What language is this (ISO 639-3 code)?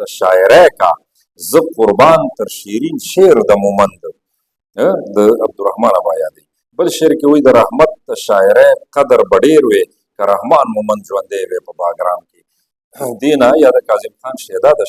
pus